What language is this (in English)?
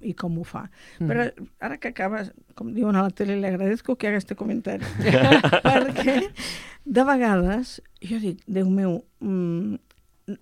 Catalan